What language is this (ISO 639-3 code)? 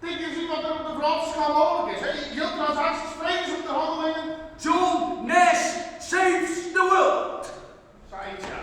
fry